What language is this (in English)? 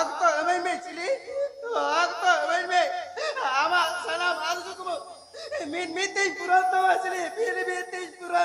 Santali